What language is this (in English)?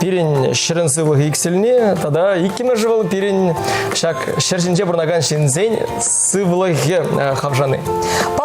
Chuvash